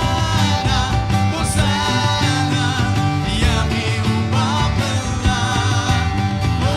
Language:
Khasi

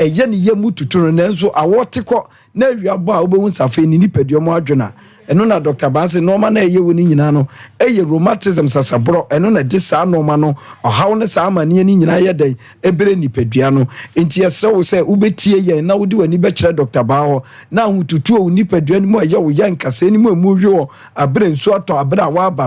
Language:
Akan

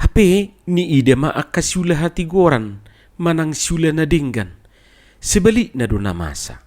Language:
Batak Toba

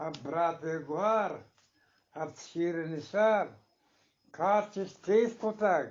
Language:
Eastern Balochi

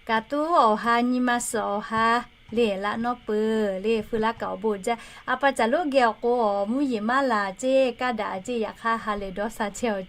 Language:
Lahu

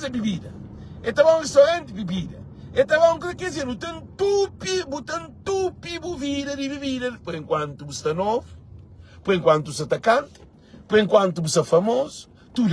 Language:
Kabuverdianu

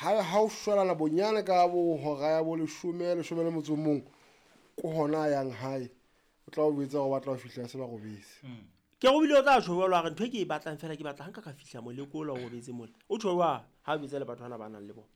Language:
Southern Sotho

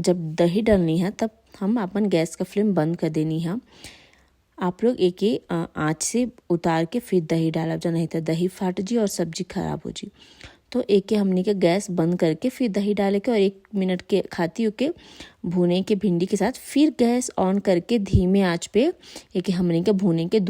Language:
Bhojpuri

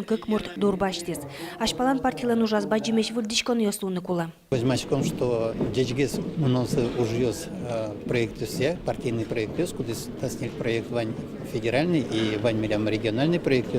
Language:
Udmurt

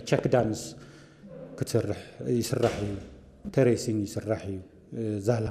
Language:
Tigrinya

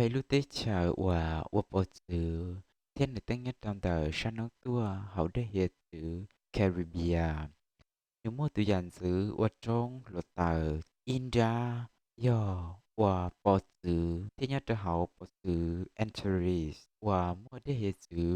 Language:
Hmong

